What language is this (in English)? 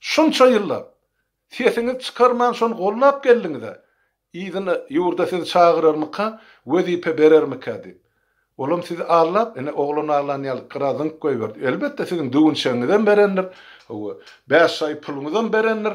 Turkmen